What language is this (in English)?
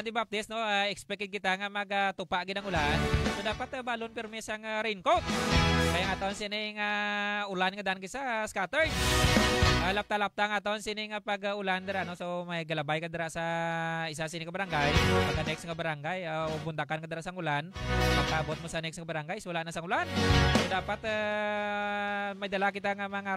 Hiligaynon